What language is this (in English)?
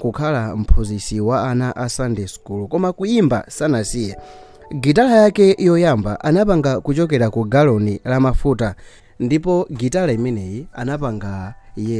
Nyanja